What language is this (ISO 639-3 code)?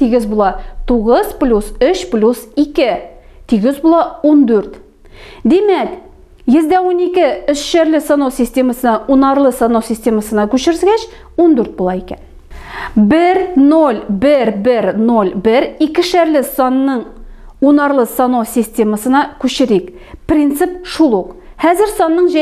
tat